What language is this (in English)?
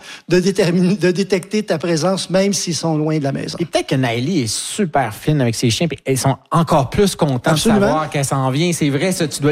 French